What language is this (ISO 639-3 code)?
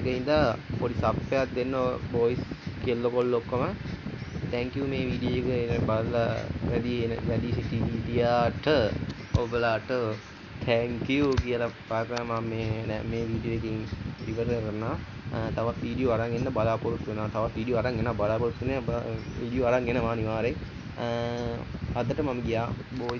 sin